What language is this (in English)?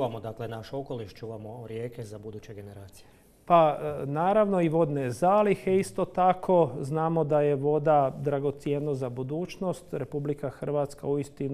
Croatian